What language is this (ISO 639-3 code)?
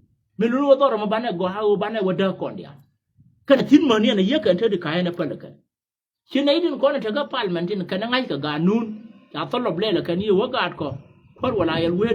nus